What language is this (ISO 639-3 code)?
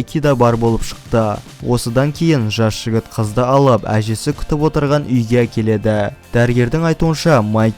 kaz